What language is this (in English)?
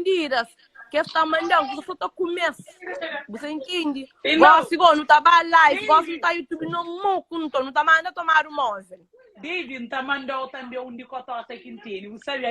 Kabuverdianu